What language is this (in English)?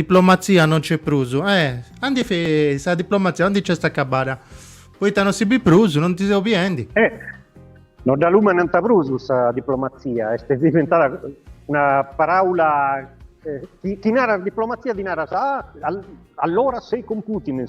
Sardinian